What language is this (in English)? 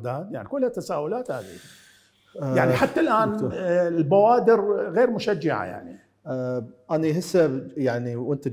Mesopotamian Arabic